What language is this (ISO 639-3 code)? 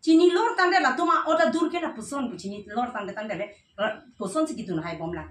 mjw